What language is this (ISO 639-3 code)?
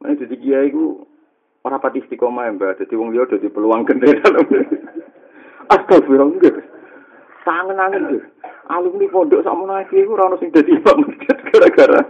jav